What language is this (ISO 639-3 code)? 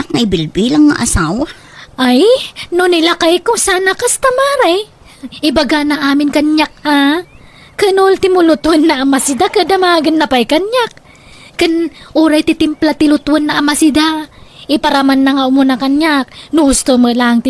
ilo